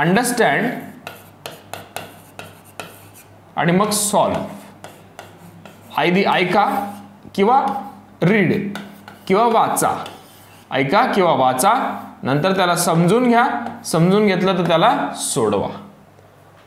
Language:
Marathi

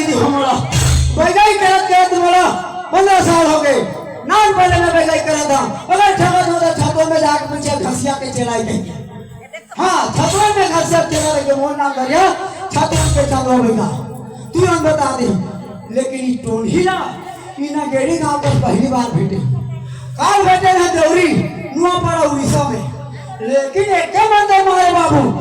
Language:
Chhattisgarhi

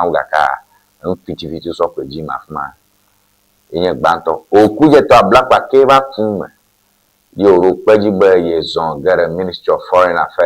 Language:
Ewe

